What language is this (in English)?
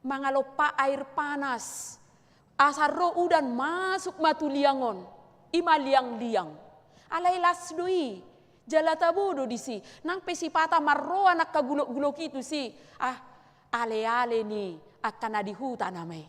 Batak Toba